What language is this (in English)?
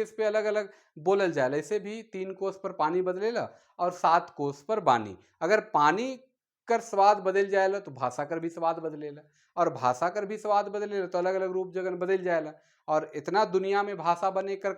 Sadri